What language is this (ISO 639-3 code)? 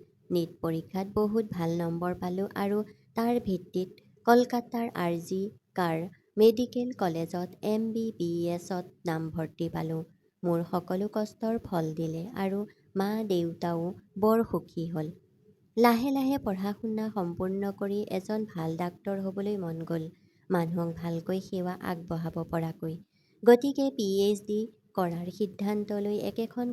asm